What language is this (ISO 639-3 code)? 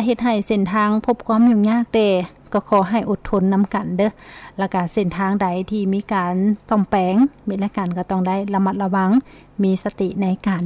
lao